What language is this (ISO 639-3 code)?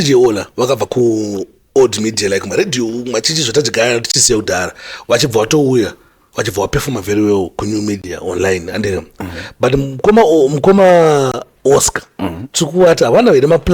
sna